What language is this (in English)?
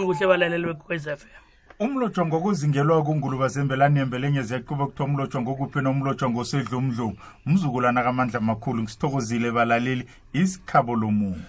South Ndebele